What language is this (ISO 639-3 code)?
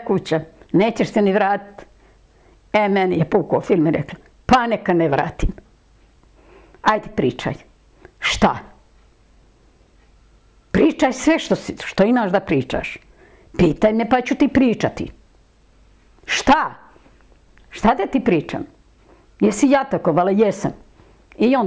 srp